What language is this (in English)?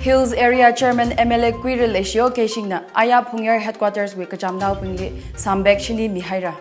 Tangkhul Naga (India)